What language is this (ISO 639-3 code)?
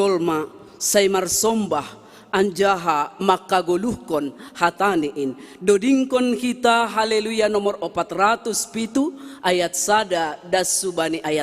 bts